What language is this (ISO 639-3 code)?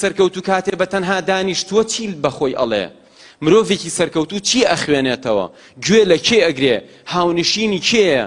ckb